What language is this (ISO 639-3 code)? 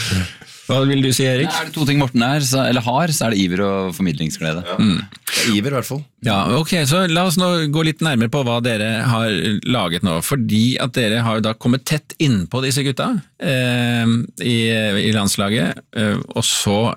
nor